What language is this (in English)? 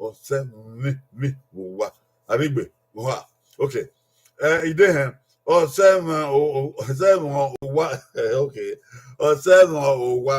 Bini